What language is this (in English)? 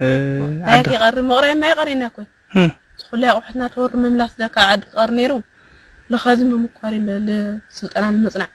Tigrinya